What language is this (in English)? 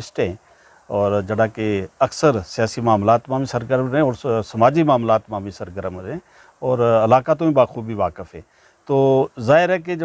Gujari